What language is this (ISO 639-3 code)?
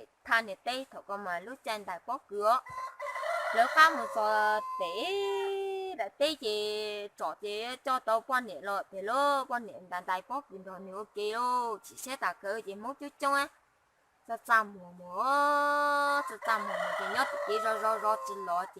hmn